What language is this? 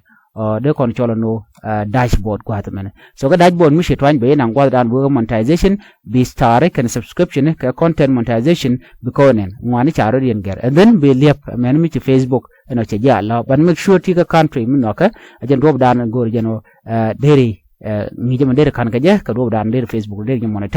Nuer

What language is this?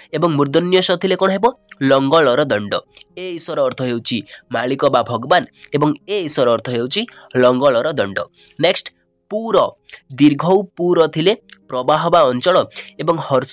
Odia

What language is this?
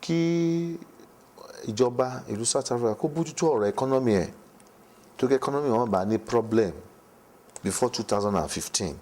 Yoruba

